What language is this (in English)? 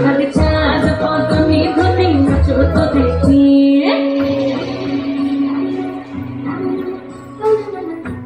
Bangla